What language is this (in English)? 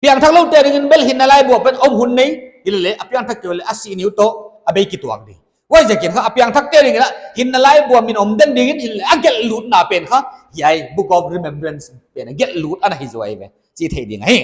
Paite Chin